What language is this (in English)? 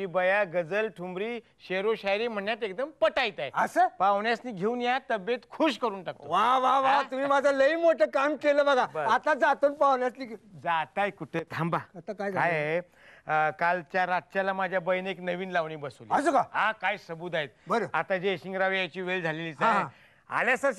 Marathi